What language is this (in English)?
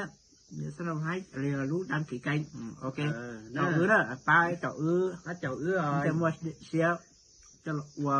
Hmong